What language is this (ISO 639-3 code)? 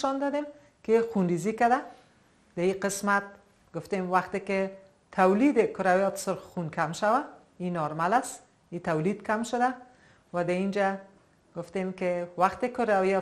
fas